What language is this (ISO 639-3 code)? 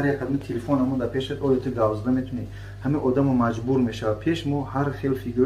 tgk